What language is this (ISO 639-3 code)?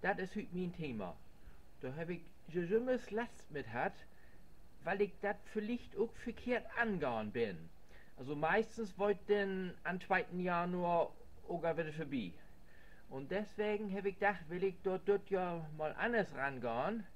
nds